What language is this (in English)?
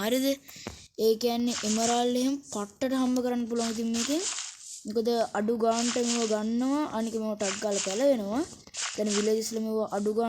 Sinhala